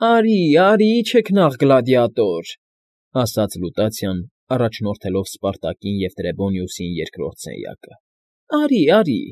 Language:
Armenian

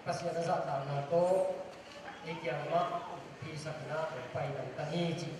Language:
Tedim Chin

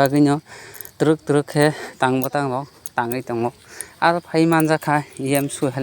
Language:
Kok Borok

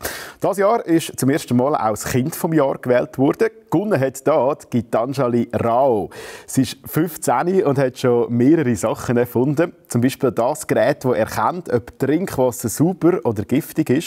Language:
Swiss German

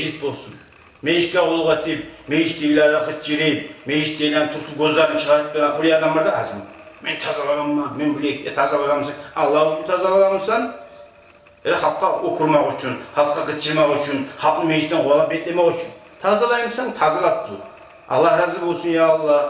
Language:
Kumyk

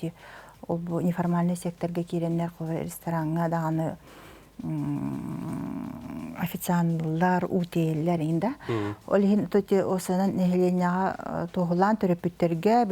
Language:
Yakut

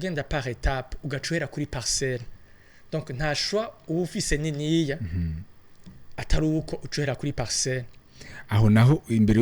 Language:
Rundi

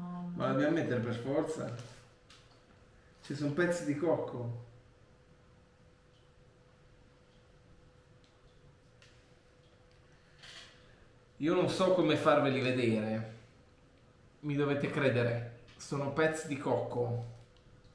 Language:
Italian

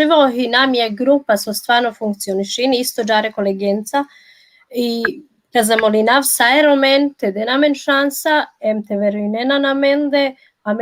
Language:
Balkan Romani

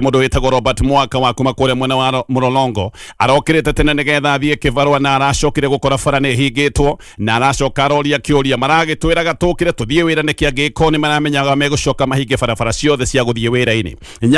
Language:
Kikuyu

